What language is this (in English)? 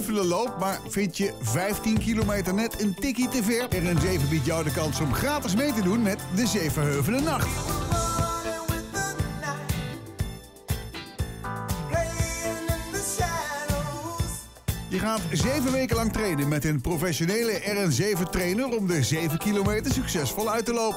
Dutch